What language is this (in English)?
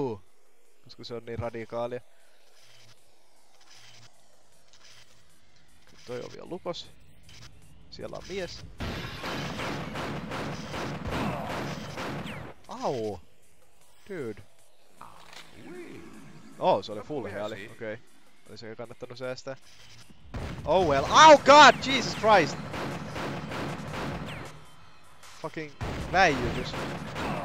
Finnish